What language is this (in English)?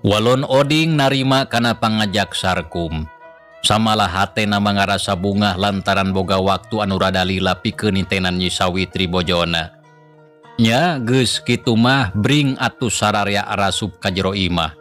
Sundanese